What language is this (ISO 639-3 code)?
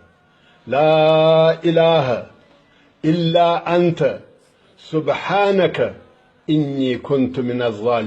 pus